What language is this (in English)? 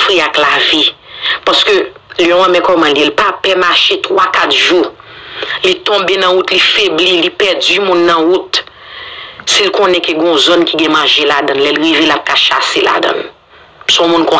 Haitian Creole